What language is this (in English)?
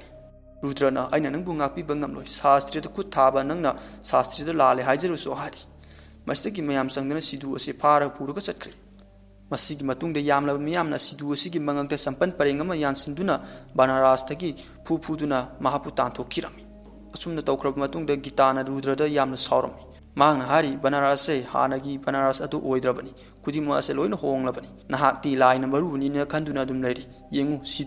Manipuri